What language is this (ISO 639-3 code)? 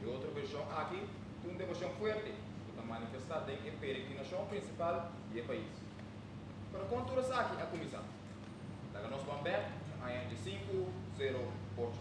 pap